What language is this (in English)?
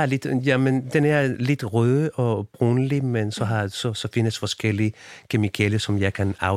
Danish